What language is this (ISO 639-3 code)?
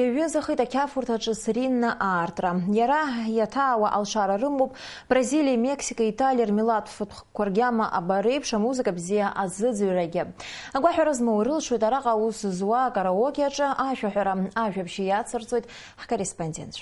abk